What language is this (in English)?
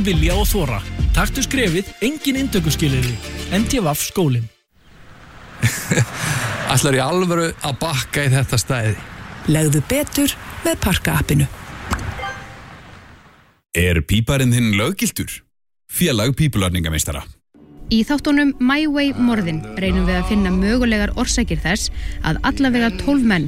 Icelandic